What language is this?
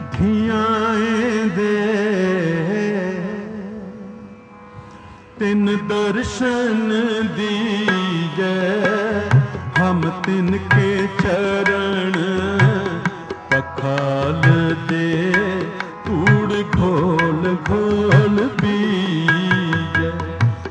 Hindi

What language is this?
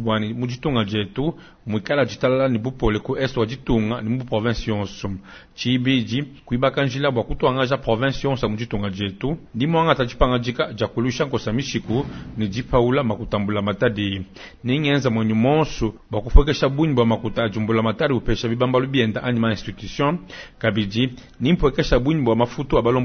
Luba-Lulua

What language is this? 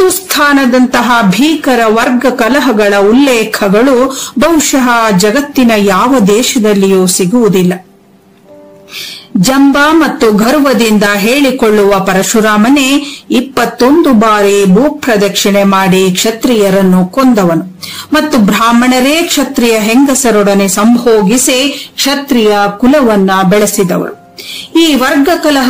Kannada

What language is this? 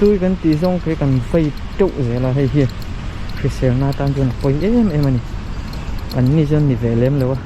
Mizo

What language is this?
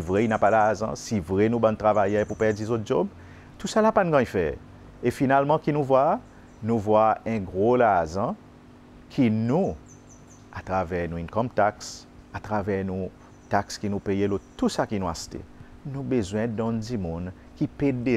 Seselwa Creole French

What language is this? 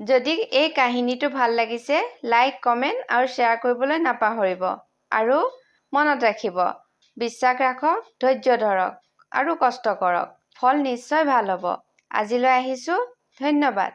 Assamese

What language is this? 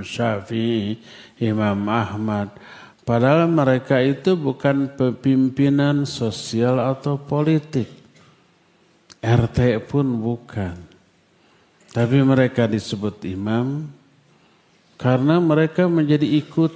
Indonesian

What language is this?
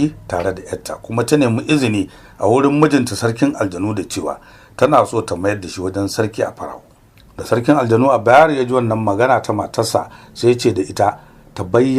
Hausa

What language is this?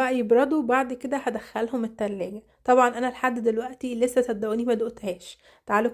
Egyptian Arabic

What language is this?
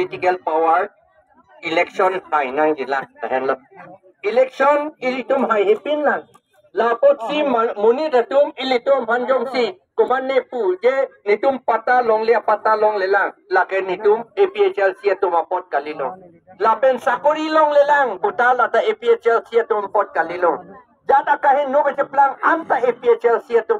Karbi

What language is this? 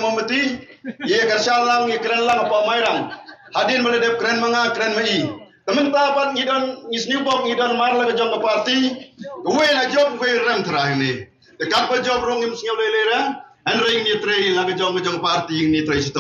Khasi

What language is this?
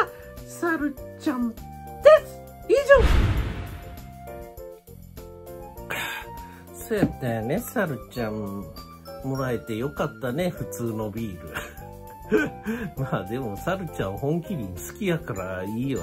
Japanese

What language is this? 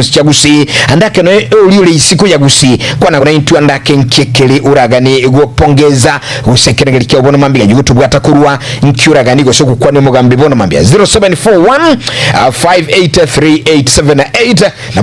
Gusii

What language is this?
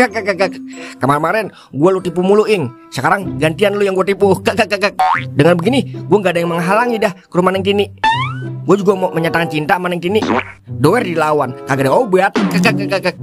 Betawi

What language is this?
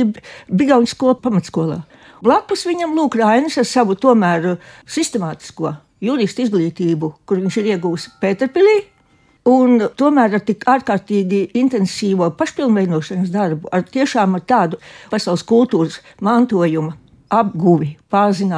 Latvian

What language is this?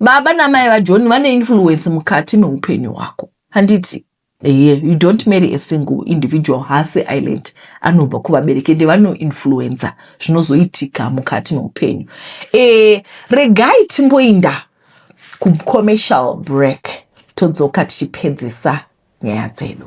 Shona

